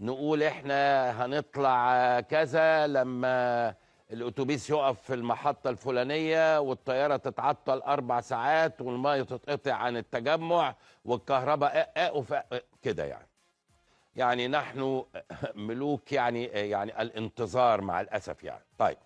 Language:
Egyptian Arabic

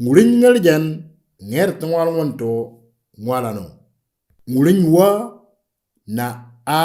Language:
Moro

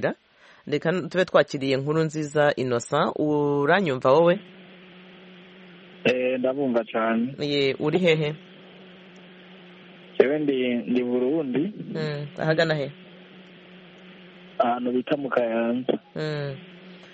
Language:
Kinyarwanda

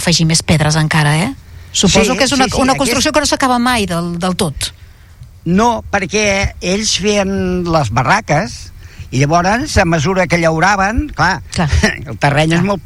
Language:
Catalan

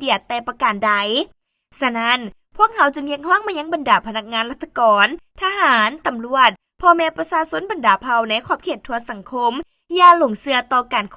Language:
Lao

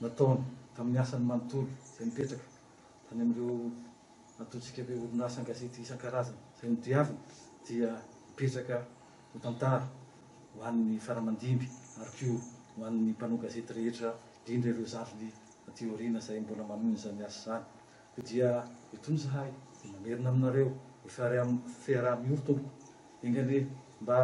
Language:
Malagasy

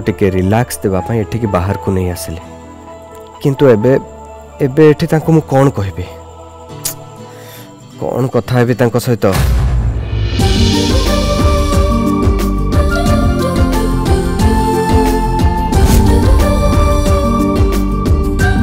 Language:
Odia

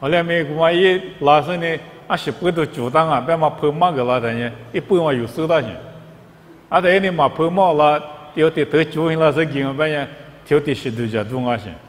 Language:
Lisu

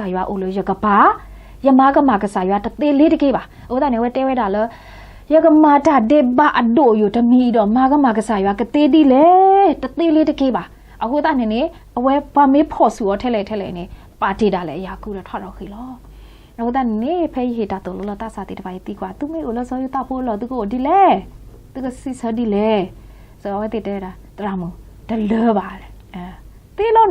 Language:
S'gaw Karen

